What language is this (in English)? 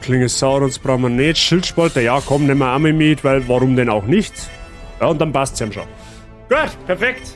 Bavarian